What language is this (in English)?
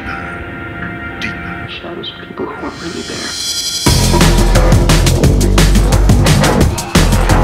English